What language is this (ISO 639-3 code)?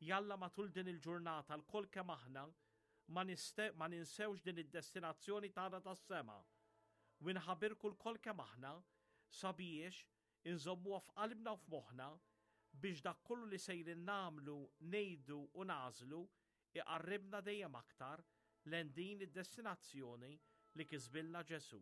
mlt